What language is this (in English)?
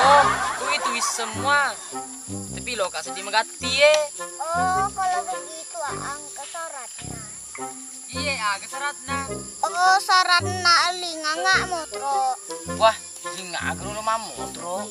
Buginese